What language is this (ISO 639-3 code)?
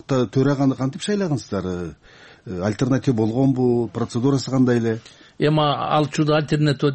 kir